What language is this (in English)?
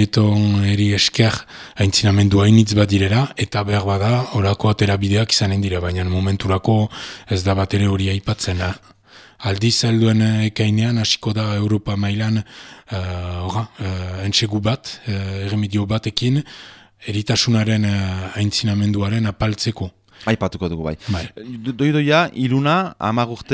Basque